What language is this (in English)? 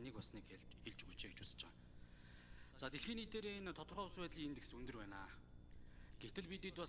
Mongolian